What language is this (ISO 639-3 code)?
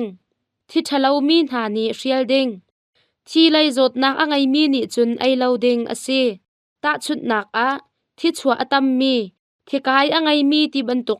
cnh